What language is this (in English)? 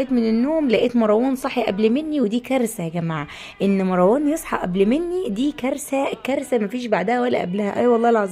Egyptian Arabic